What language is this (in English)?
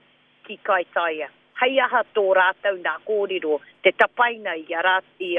Māori